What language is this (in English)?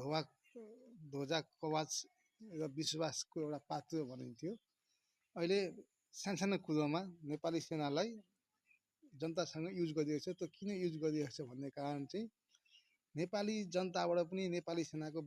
Nepali